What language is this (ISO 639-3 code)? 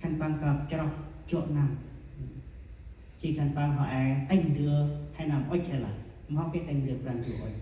cmo